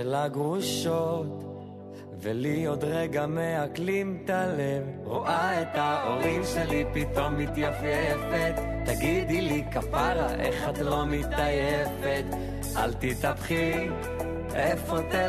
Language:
Hebrew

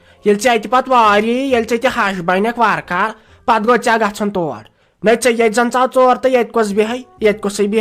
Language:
Kashmiri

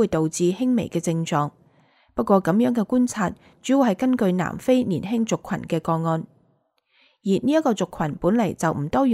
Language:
Cantonese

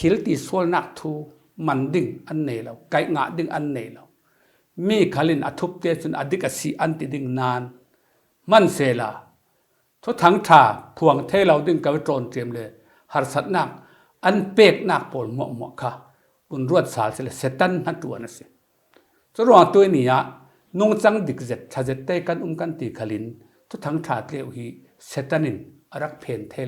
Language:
Falam Chin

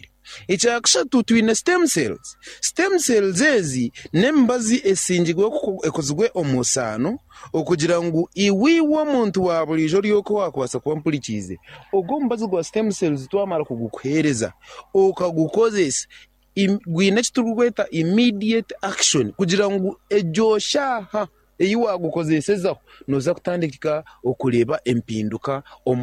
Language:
Nyankole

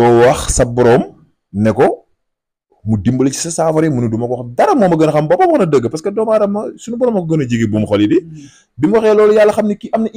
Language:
Wolof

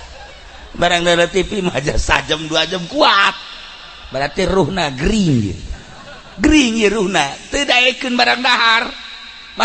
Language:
Sundanese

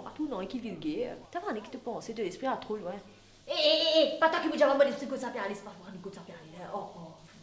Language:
Morisyen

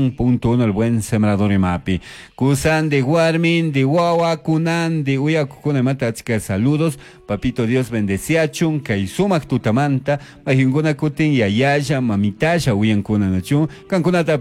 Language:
Chimborazo Highland Quichua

